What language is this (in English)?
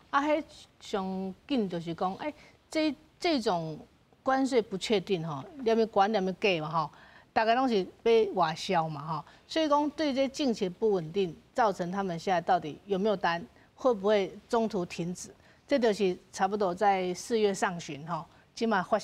Min Nan Chinese